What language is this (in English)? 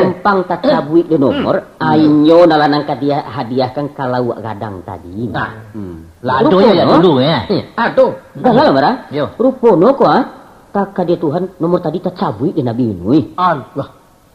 Minangkabau